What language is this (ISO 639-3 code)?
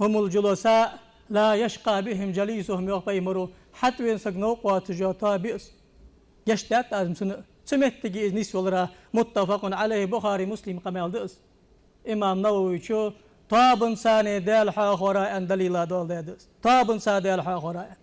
inh